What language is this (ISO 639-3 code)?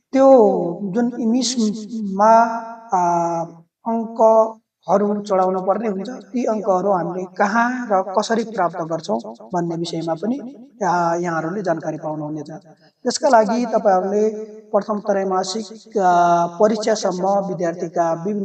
nep